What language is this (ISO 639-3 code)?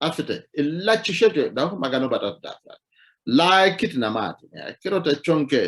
sid